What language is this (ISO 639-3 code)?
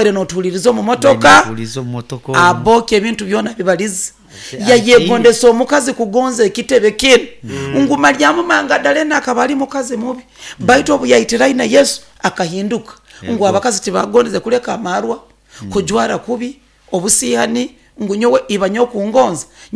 nyo